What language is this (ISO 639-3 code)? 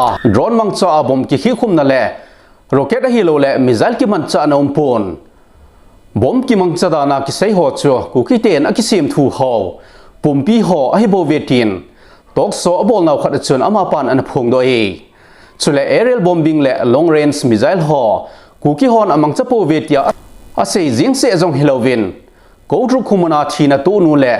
tcz